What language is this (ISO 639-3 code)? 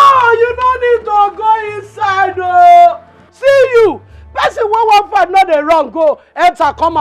pcm